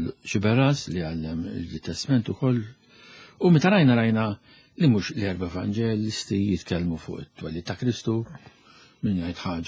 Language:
Maltese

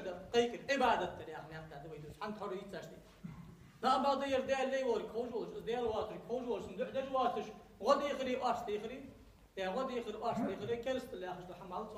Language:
Ingush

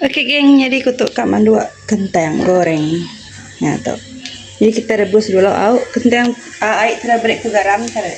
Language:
Iban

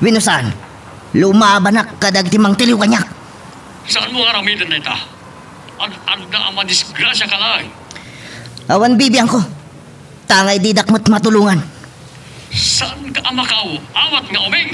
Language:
Iloko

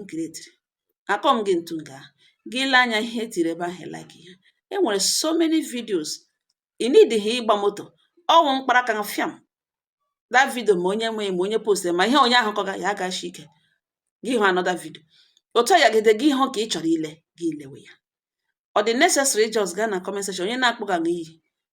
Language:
Igbo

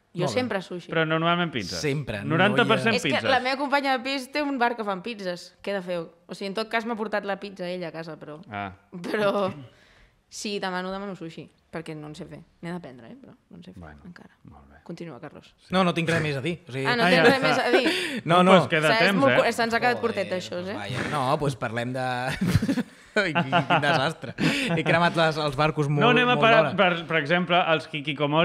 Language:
Catalan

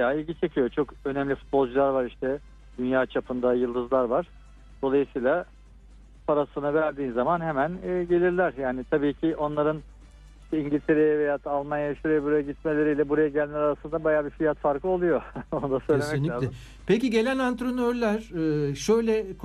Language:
Turkish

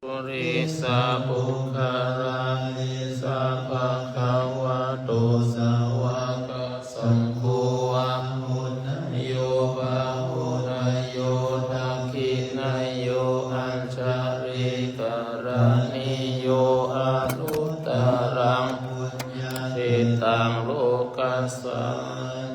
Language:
Pali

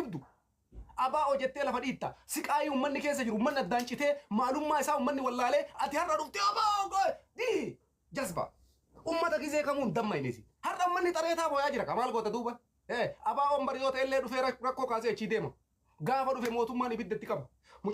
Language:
Oromo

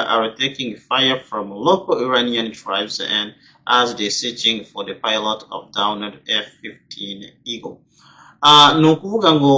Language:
Kinyarwanda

